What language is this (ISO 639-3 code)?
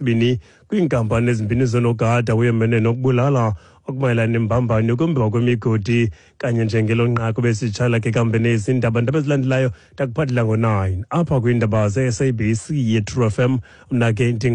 xho